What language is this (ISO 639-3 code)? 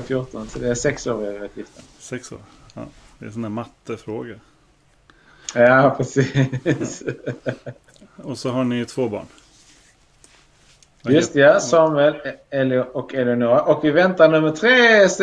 swe